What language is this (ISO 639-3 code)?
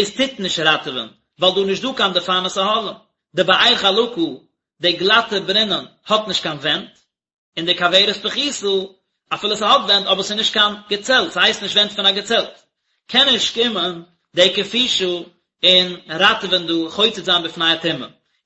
yid